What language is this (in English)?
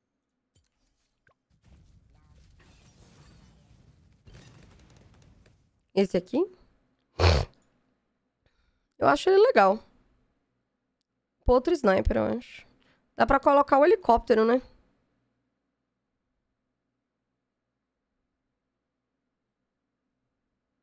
Portuguese